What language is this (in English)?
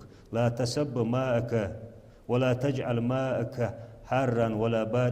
Ingush